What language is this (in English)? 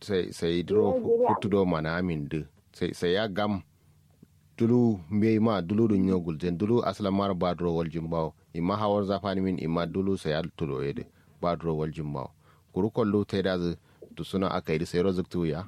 Kanuri